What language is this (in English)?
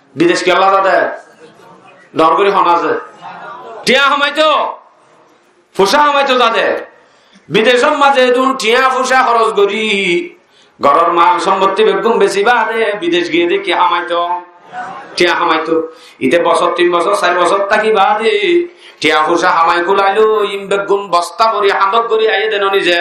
Rohingya